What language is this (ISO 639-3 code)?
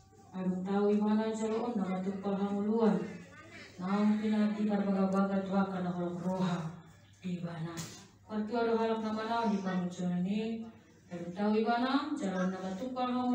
bbc